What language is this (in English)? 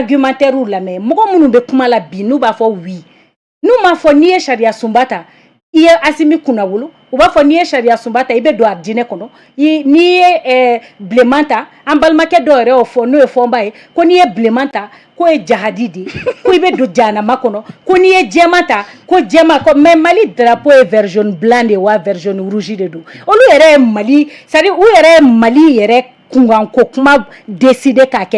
Bambara